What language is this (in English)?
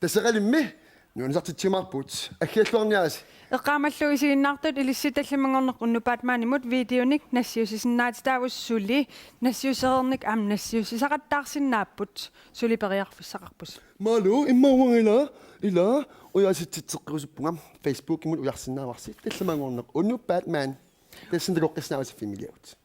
Kalaallisut